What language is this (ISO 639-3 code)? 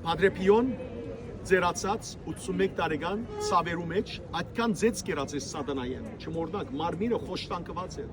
hyw